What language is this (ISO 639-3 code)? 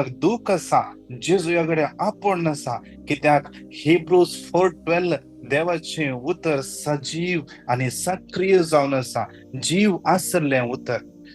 kok